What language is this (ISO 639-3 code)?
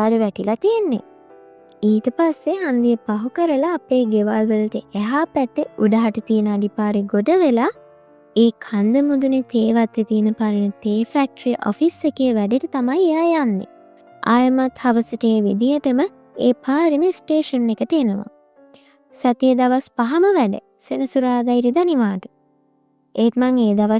sin